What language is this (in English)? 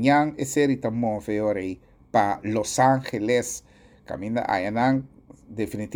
Papiamento